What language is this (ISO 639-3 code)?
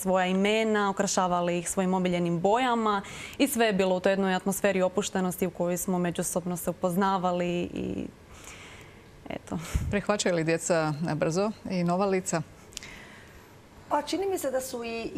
hrv